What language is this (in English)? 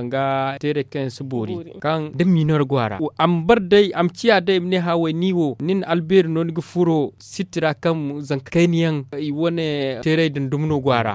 Zarma